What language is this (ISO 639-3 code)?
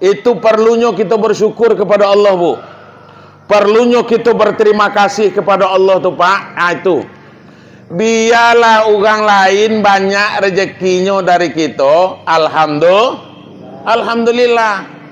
min